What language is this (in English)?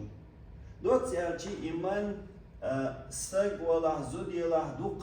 Chechen